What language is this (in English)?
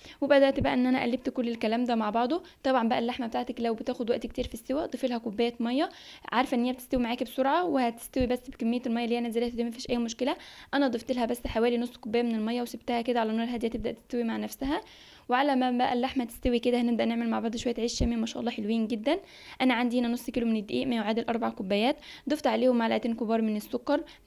Egyptian Arabic